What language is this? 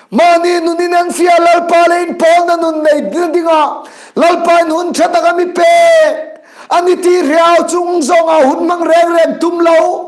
Hmar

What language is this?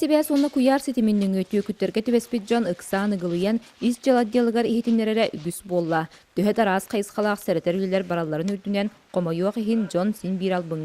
Yakut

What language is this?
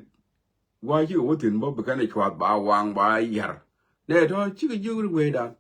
Nuer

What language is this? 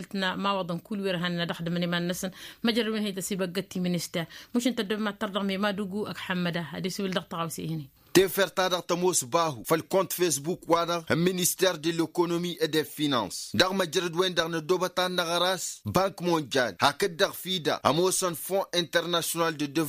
Tamasheq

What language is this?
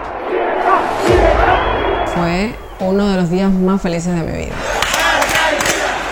Spanish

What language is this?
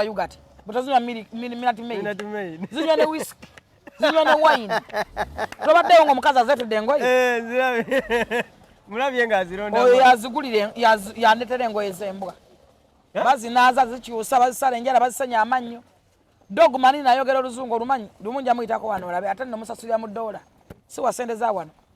Ganda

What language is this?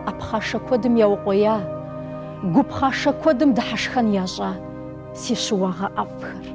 Kabardian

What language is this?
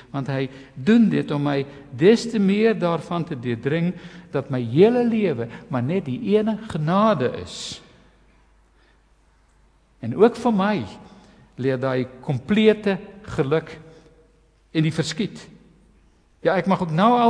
Afrikaans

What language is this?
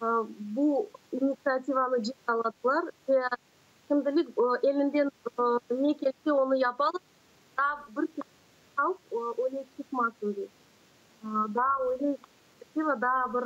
Crimean Tatar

